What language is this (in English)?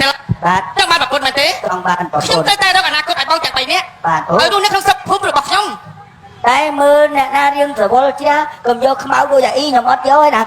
Khmer